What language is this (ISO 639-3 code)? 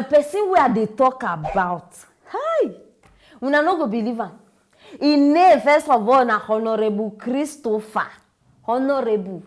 pcm